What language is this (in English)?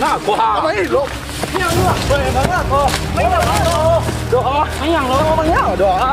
Minangkabau